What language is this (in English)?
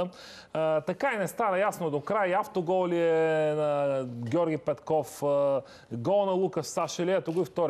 Bulgarian